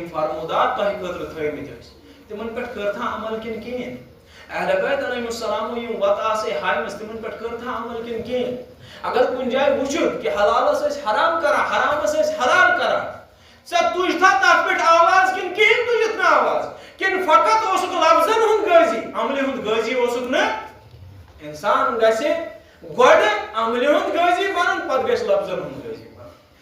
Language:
Kashmiri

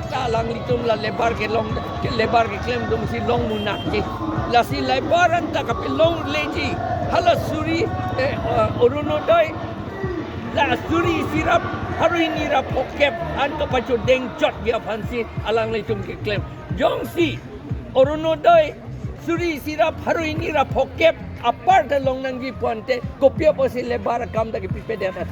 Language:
Karbi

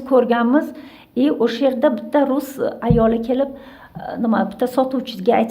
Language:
Uzbek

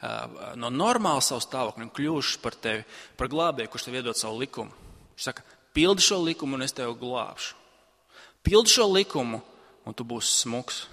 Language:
Latvian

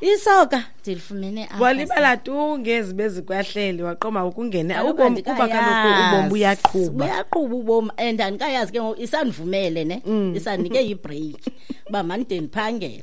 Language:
Xhosa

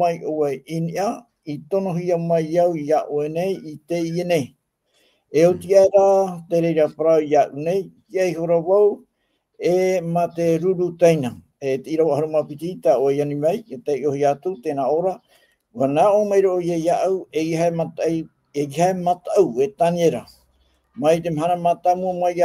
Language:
Tahitian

